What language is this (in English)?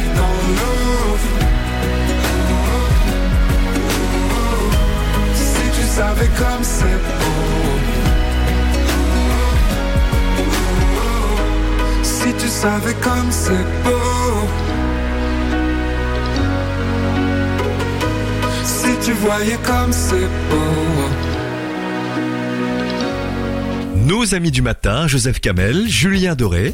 French